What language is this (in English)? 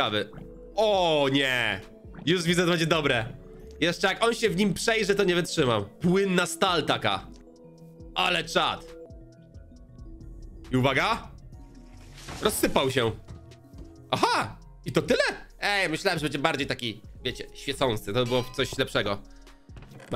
Polish